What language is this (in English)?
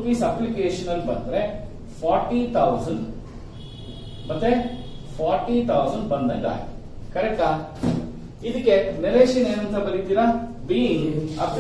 Kannada